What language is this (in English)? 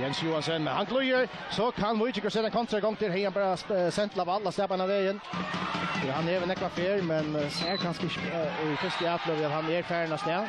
Faroese